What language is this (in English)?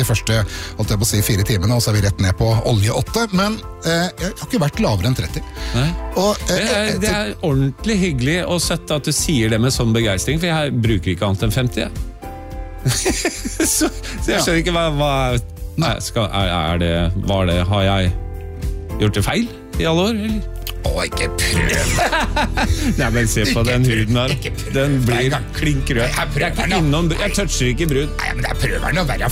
Norwegian